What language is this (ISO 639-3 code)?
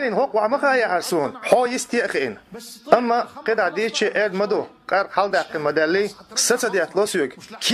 che